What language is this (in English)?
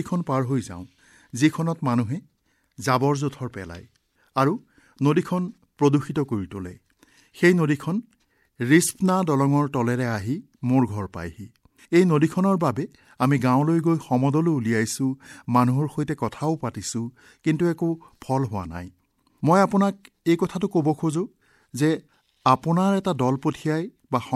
Assamese